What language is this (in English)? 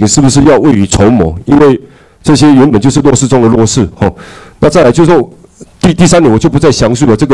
Chinese